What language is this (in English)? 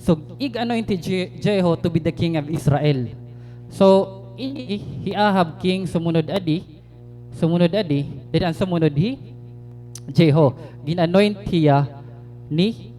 Waray